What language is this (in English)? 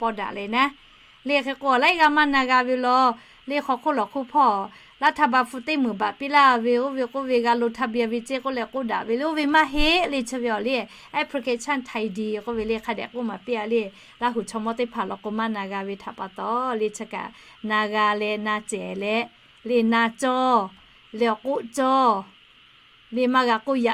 Lahu